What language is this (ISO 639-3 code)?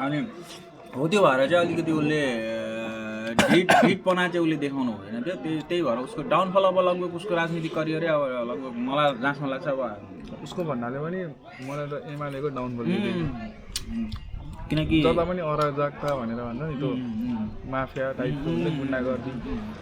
nep